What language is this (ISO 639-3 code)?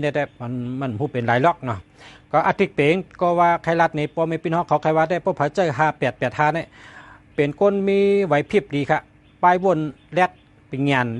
shn